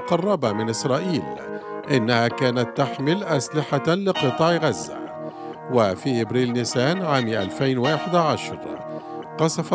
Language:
Arabic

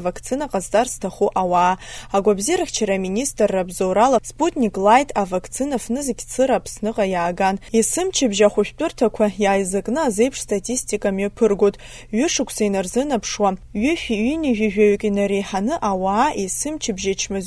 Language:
Abkhazian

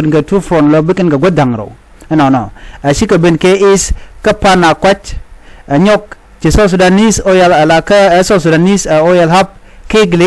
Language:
Nuer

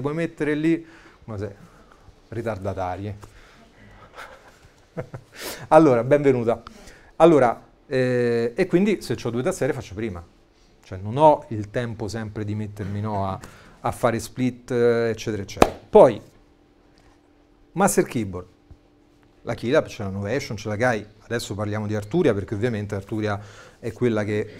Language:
Italian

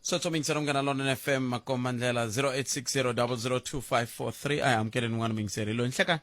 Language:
Tsonga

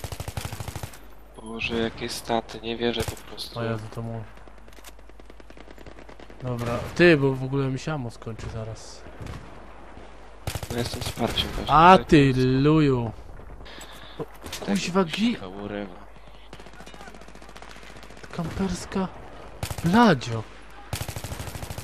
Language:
Polish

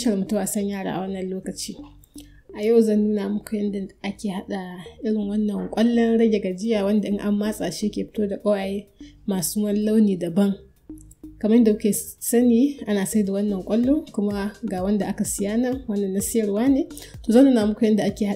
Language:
Hausa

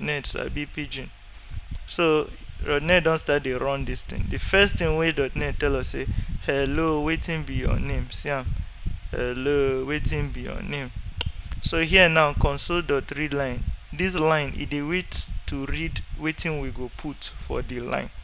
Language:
Nigerian Pidgin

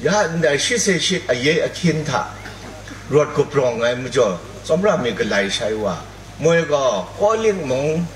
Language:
Kachin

